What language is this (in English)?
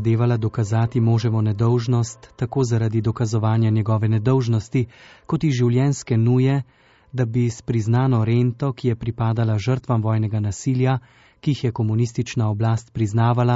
Slovenian